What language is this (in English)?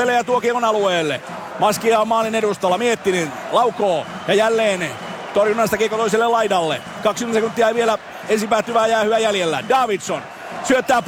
Finnish